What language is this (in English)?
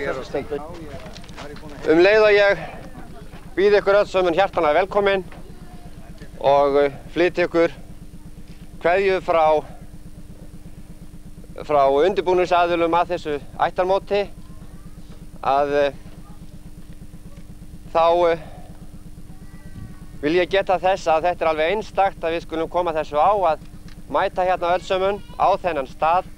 Icelandic